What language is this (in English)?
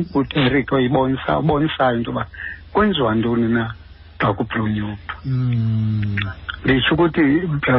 Xhosa